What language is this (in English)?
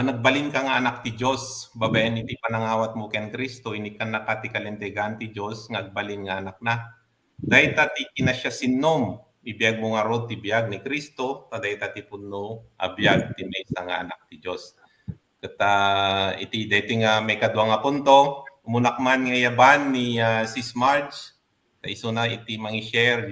Iloko